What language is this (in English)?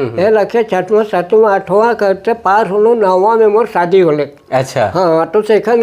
Sadri